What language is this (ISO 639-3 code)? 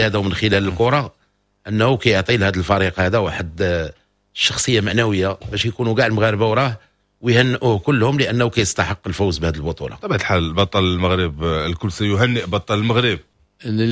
ary